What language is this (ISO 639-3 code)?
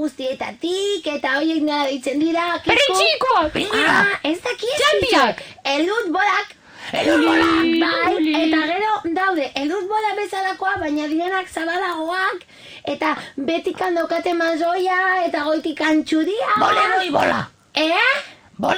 eus